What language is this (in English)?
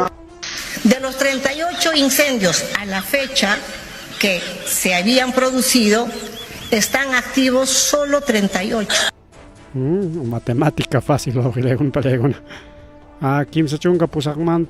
Ayacucho Quechua